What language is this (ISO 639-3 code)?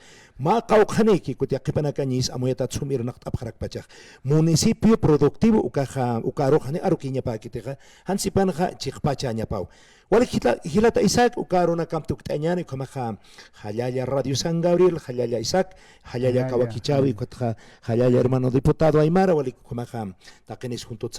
aym